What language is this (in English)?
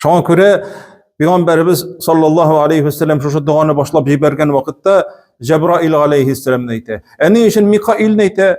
Tatar